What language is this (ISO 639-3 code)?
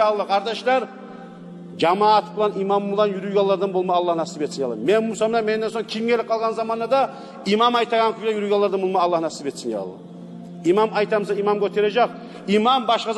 kum